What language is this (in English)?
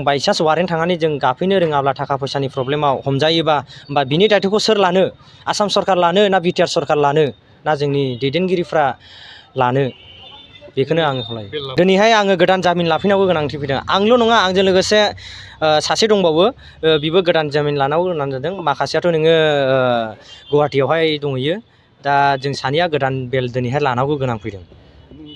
Bodo